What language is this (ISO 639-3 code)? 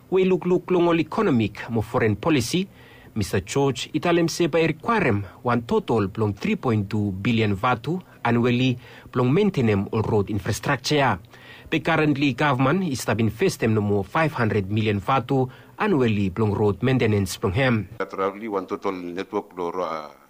bis